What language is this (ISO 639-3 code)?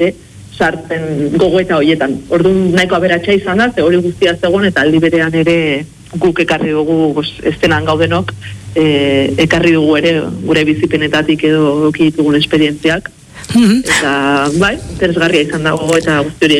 eus